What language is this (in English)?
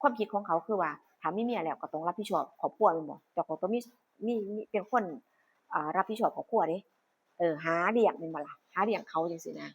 Northeastern Thai